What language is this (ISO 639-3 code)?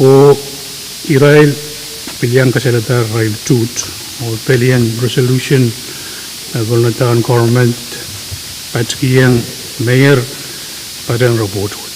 pon